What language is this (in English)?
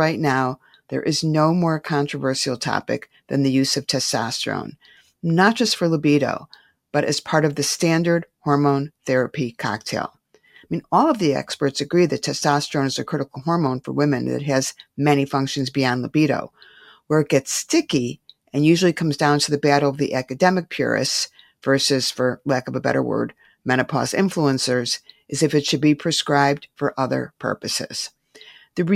English